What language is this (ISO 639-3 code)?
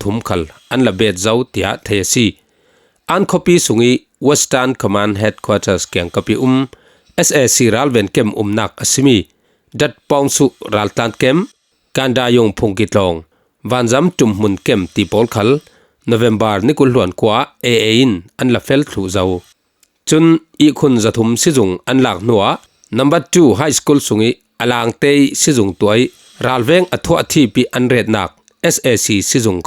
cfm